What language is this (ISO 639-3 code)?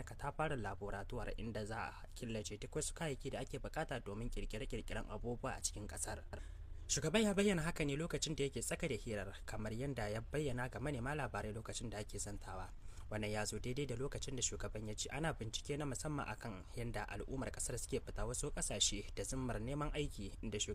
hau